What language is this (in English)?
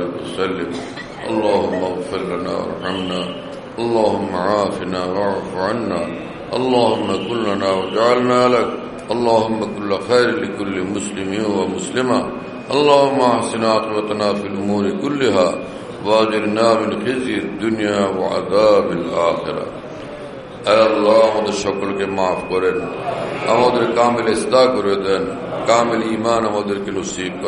Bangla